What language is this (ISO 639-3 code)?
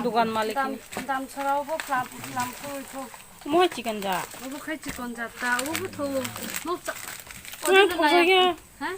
trp